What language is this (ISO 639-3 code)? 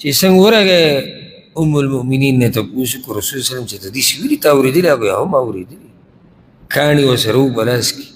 pus